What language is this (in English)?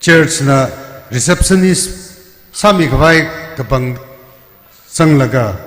Tangkhul Naga (India)